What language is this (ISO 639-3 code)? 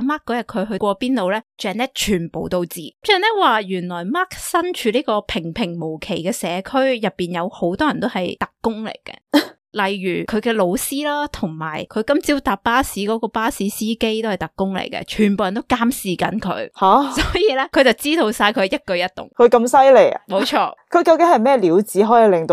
yue